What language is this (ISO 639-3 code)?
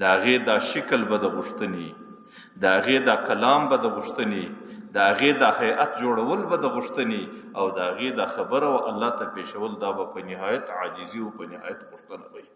pus